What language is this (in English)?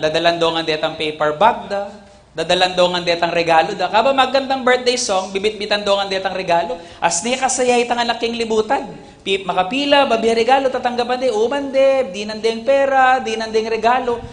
Pampanga